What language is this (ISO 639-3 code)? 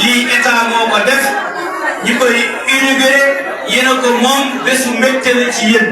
wol